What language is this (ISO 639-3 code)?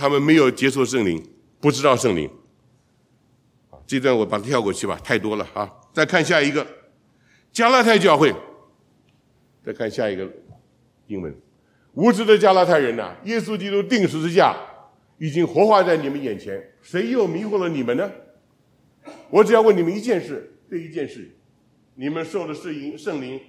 zho